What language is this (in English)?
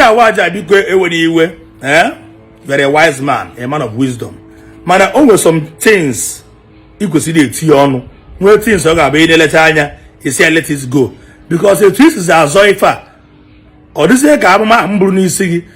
Igbo